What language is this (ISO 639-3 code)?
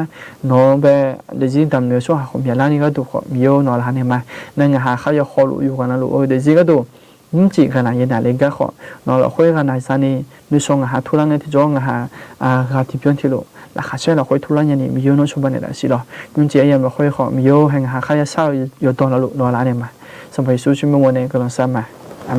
ahk